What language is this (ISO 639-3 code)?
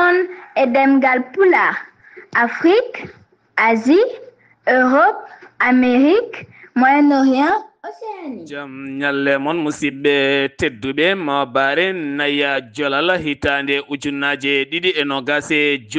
ful